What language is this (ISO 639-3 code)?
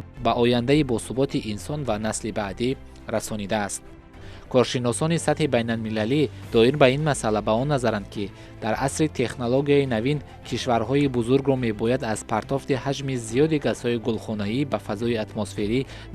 tgk